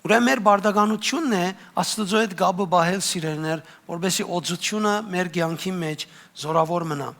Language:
Western Armenian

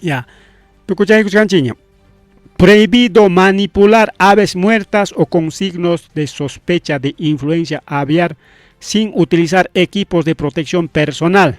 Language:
Ayacucho Quechua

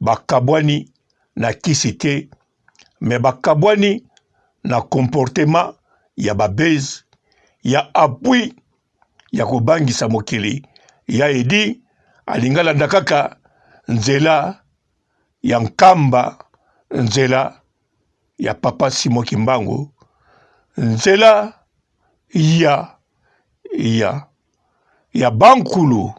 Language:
Lingala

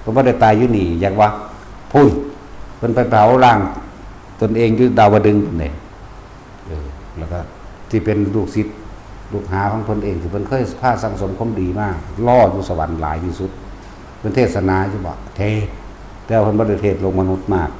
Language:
Lao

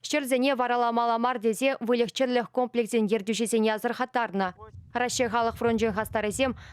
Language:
Chuvash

